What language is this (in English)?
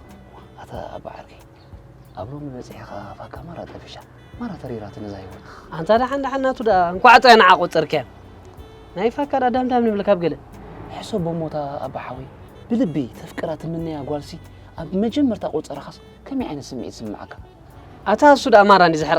Tigrinya